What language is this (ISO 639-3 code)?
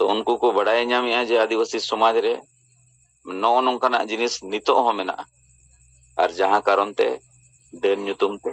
sat